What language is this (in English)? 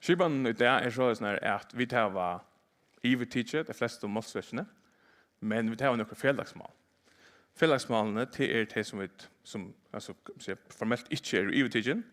Faroese